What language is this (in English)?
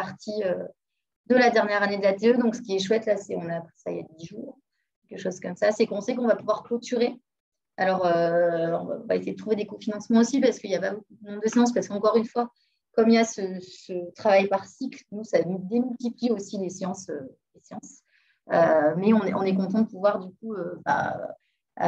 French